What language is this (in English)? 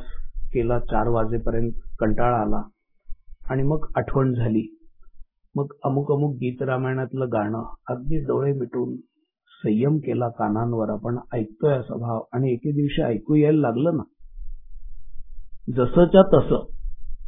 Marathi